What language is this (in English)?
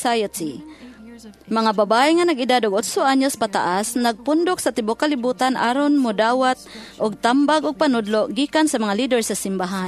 Cebuano